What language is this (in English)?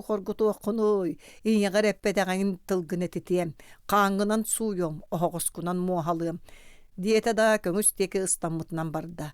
Yakut